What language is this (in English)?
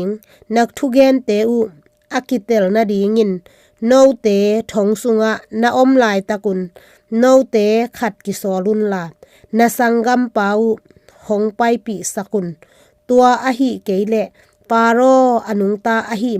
Tedim Chin